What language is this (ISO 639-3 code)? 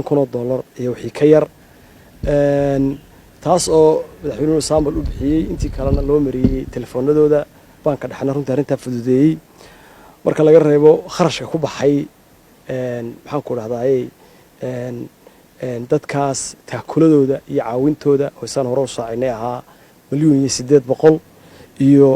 som